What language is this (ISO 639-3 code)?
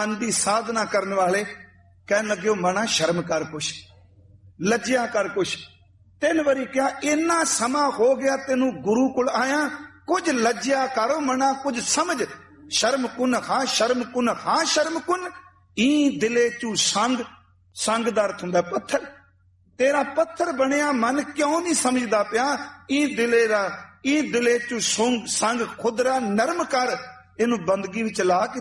pan